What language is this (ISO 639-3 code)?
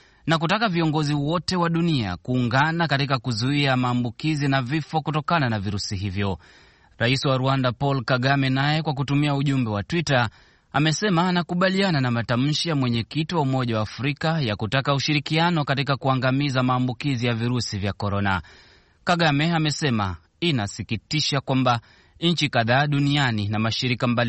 swa